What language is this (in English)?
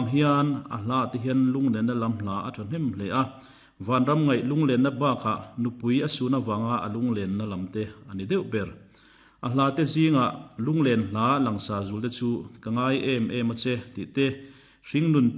Mizo